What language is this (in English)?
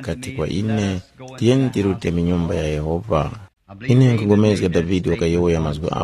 Tumbuka